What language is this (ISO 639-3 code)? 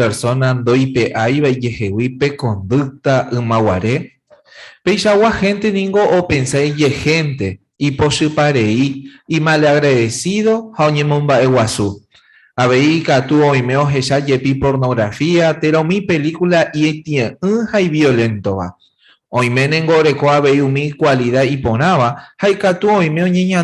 grn